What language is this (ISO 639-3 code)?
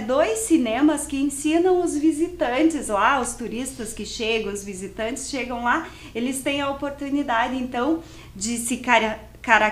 por